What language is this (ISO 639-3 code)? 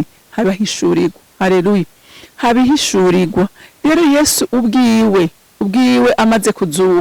run